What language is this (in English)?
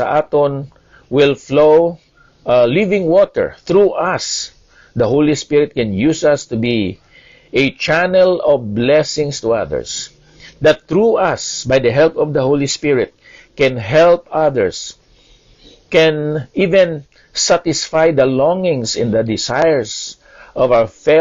Hiligaynon